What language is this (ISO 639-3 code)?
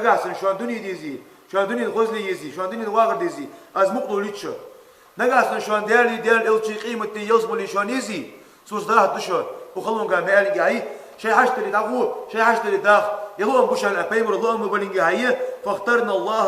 inh